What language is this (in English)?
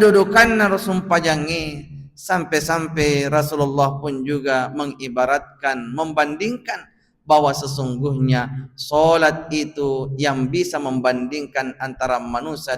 Buginese